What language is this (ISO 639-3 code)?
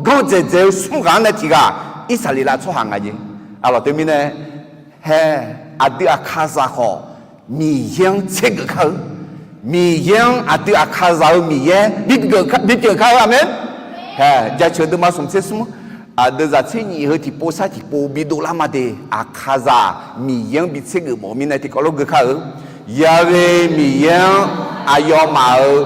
ahk